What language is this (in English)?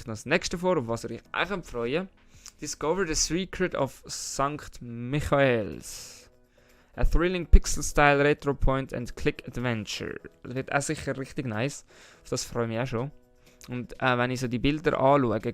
Swiss German